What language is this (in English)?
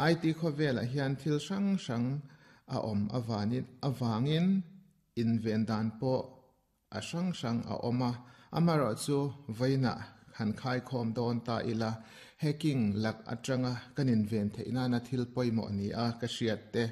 Mizo